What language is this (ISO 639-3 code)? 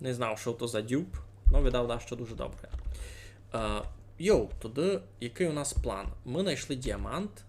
rue